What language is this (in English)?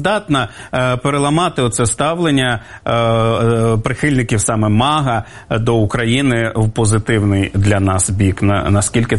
Ukrainian